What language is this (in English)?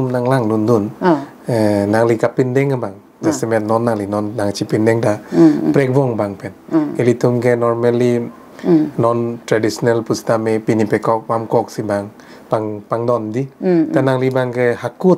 Karbi